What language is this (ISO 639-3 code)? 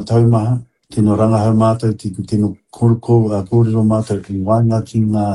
mri